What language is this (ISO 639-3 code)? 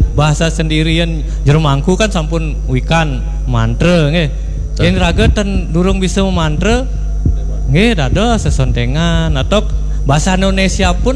ban